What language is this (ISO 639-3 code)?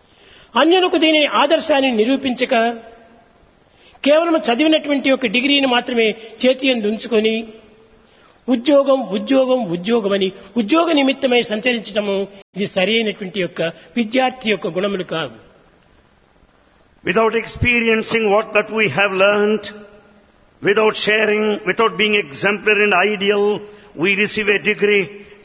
tel